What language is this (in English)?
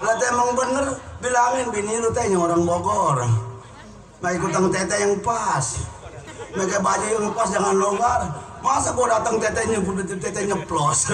Betawi